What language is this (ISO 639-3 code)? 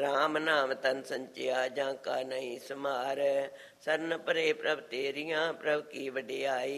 pan